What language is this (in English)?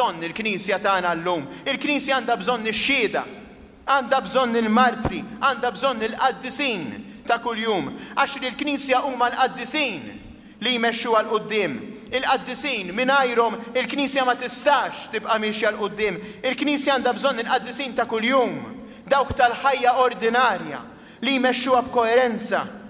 Maltese